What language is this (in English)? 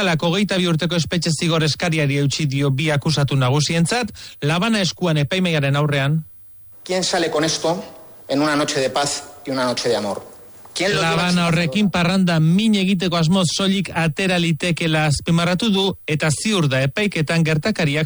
Basque